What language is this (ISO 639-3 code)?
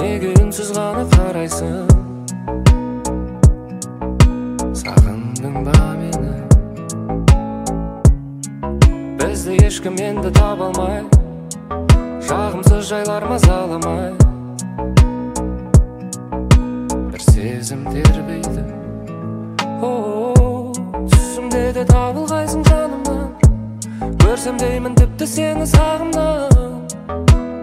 kaz